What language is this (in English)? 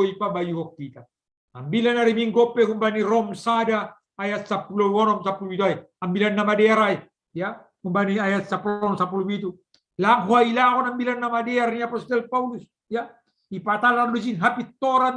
Batak Simalungun